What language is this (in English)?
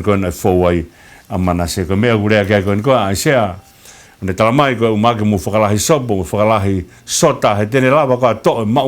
Tongan